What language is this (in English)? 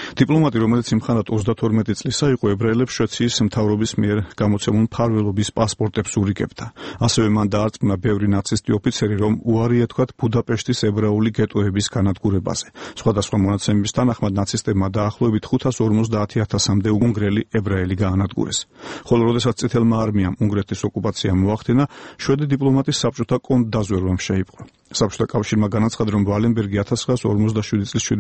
Georgian